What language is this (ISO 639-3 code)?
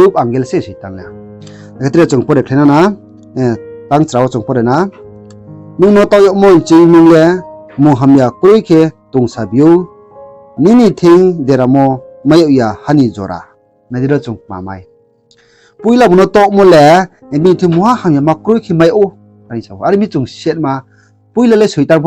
ria